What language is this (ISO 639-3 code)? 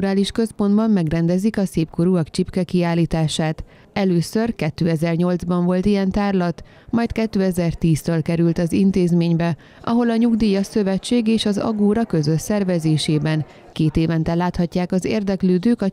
hun